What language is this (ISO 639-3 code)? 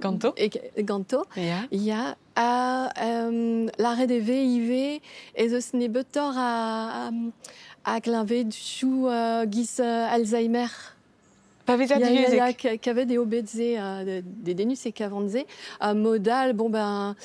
bre